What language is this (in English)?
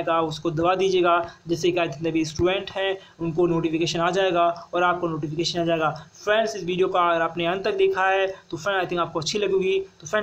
Hindi